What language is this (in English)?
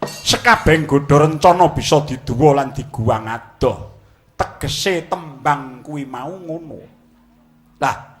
Javanese